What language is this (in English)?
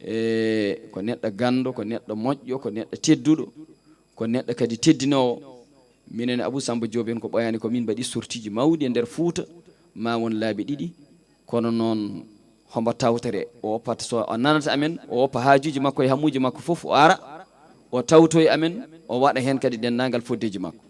Fula